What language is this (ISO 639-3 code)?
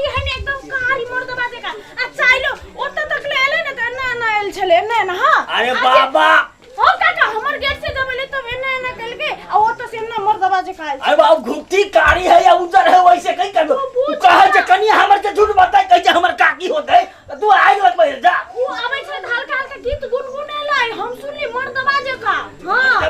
mai